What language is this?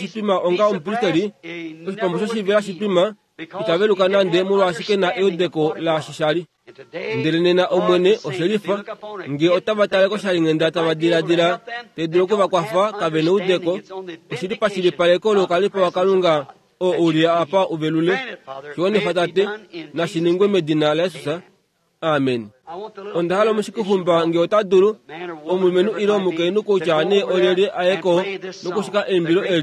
Kuanyama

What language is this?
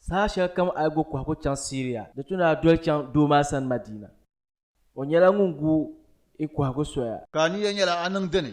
Dagbani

